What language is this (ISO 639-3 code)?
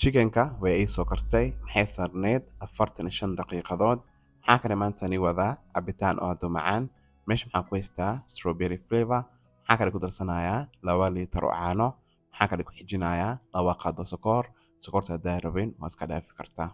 som